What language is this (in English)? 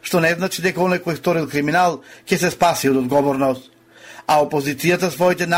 Macedonian